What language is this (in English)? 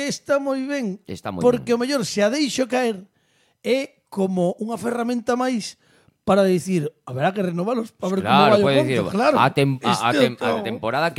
Galician